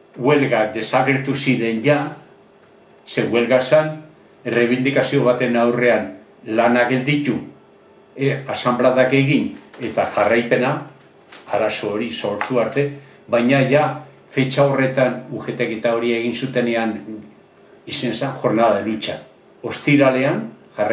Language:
Basque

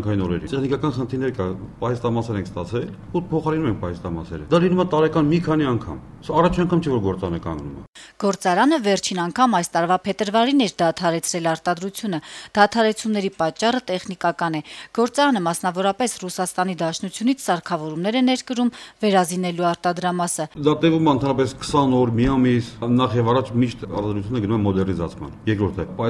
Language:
Armenian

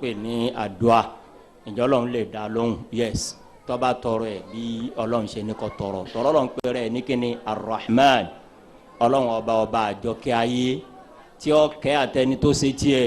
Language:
Yoruba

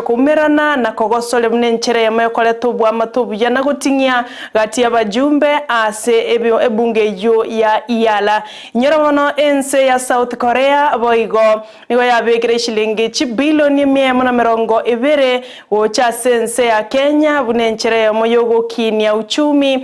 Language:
Gusii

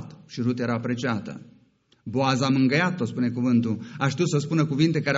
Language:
Romanian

